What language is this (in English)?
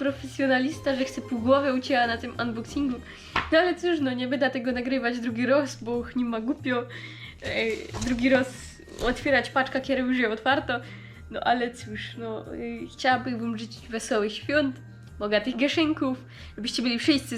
Silesian